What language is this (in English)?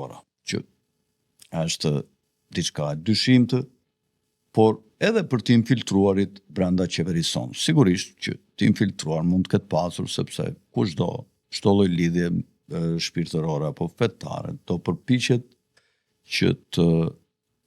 Albanian